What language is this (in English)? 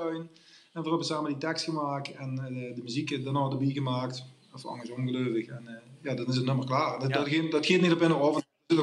Limburgish